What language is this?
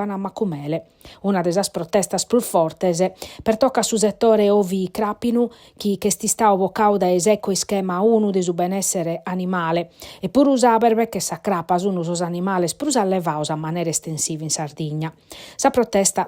Sardinian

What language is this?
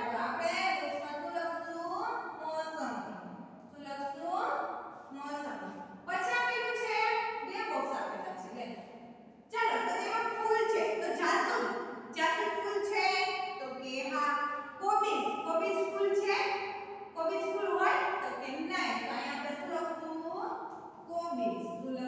Gujarati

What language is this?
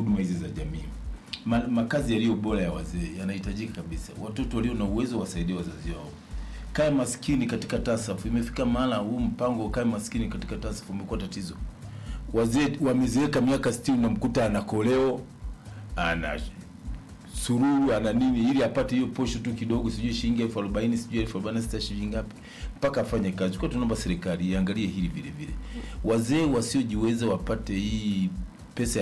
Swahili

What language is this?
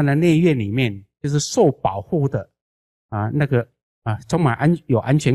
Chinese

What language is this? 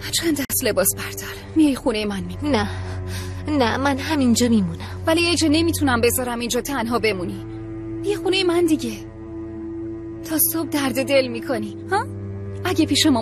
Persian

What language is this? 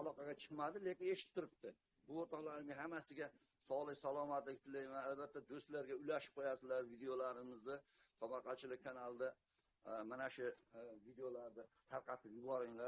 Uzbek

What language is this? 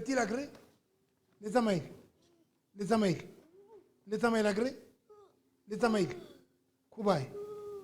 Southern Sotho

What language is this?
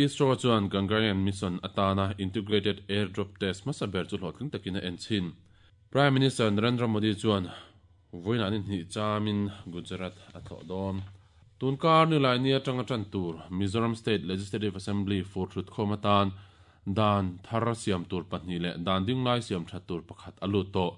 Mizo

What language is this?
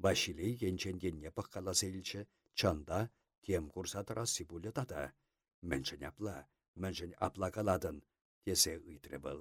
Chuvash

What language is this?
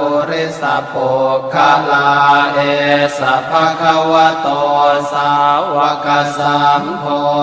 Pali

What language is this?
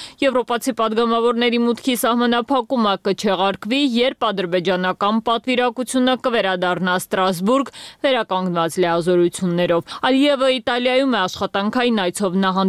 Armenian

